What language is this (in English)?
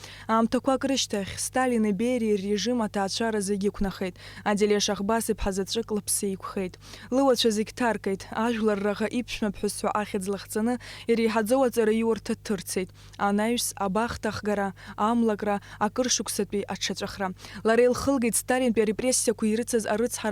Abkhazian